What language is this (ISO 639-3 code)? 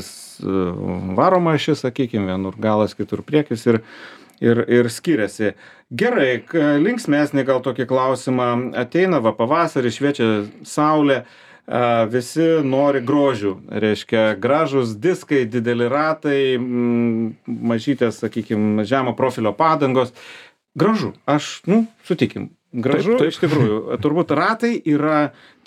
lit